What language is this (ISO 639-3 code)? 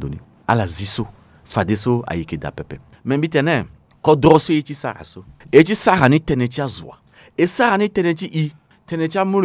sag